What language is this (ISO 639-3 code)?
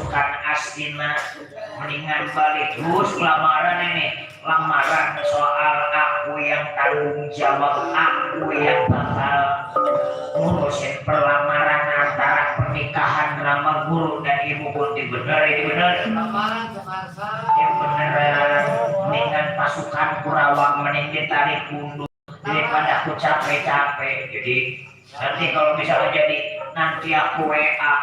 bew